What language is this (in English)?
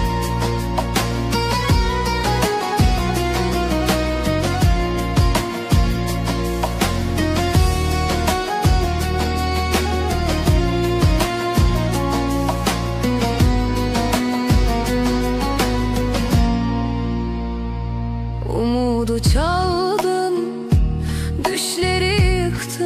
Turkish